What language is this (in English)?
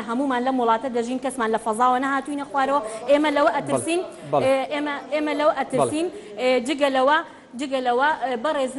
Central Kurdish